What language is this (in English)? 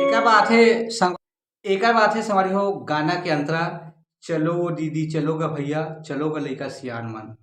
Chhattisgarhi